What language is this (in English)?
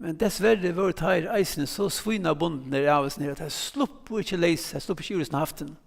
Faroese